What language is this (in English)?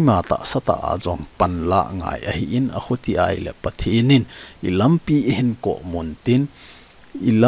Thado Chin